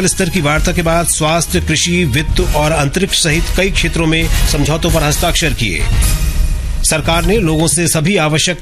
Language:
Hindi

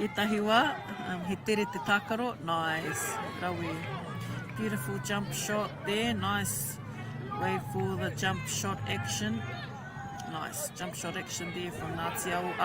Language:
Māori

